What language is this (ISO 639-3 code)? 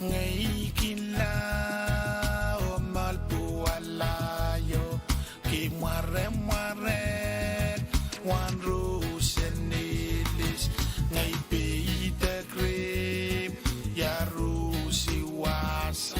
pon